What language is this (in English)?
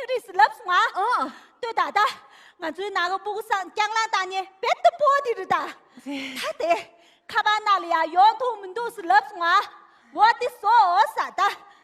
Tibetan